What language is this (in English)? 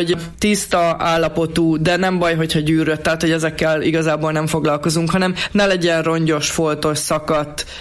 Hungarian